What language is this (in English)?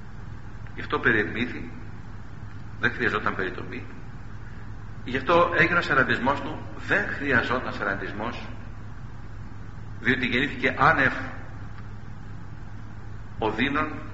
Greek